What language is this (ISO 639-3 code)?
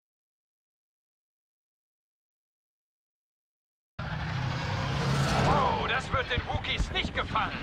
deu